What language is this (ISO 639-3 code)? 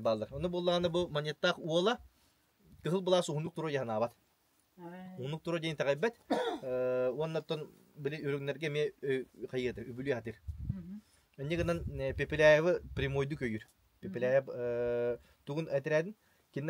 sah